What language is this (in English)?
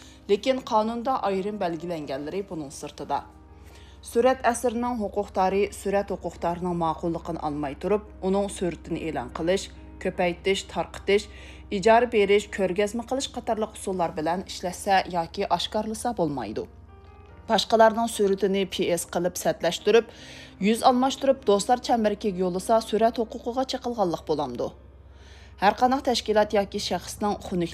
Uyghur